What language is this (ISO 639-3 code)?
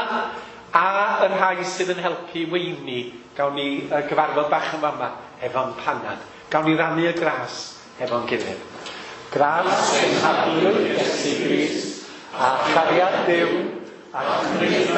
cym